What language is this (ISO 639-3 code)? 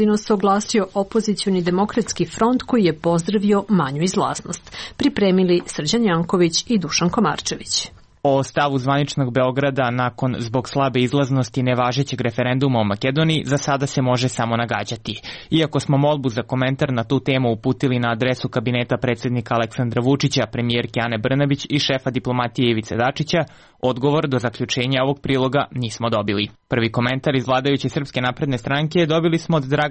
srp